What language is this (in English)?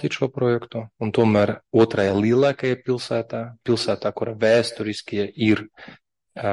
Latvian